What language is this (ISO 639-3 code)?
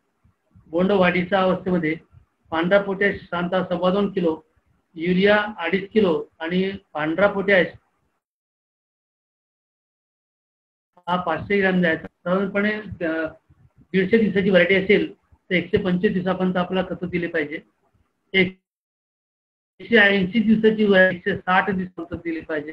mar